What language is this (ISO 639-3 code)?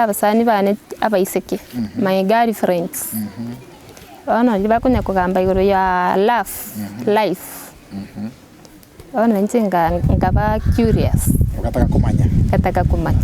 guz